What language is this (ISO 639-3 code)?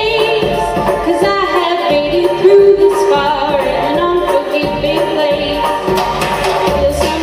eng